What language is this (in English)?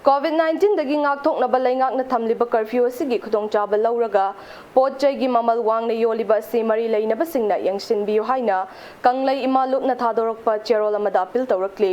Manipuri